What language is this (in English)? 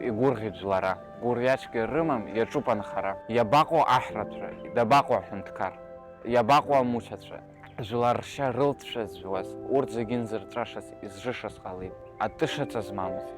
Abkhazian